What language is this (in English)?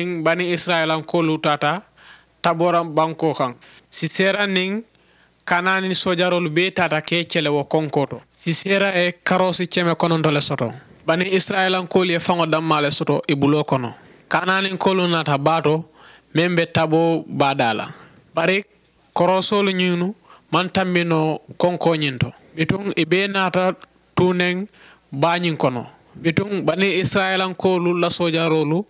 Mandingo